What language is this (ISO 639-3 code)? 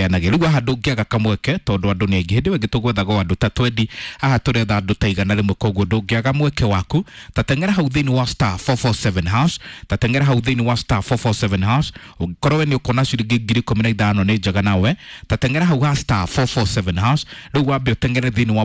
kik